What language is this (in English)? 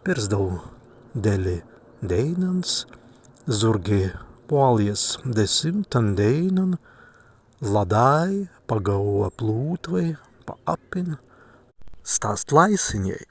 Prussian